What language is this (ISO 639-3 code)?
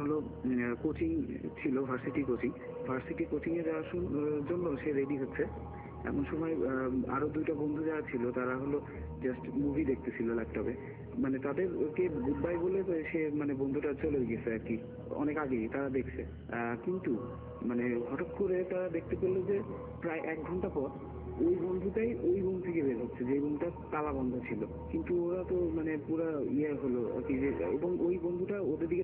ben